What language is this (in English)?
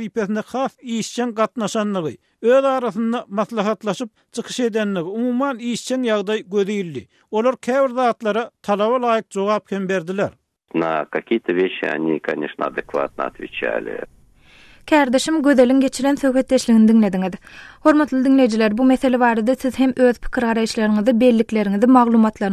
Turkmen